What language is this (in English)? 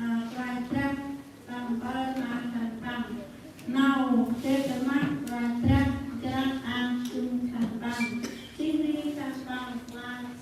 Central Mnong